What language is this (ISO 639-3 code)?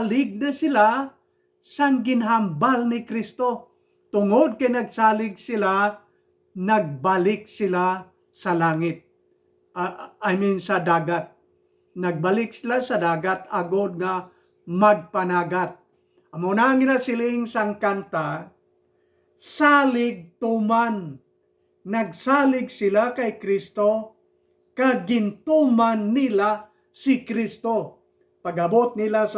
hil